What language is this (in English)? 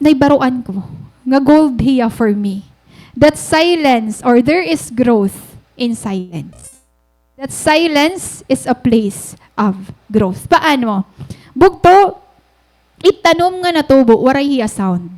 Waray